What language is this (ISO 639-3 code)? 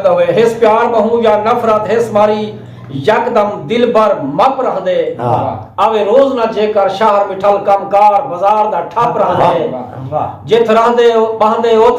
skr